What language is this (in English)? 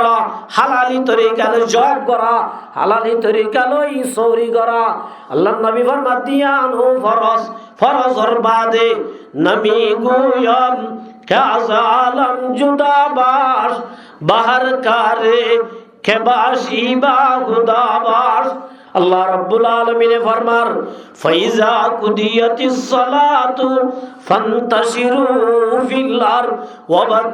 Rohingya